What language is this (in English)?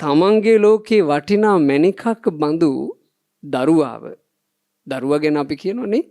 Sinhala